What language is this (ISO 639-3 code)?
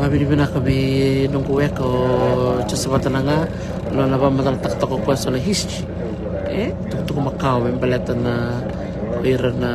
fij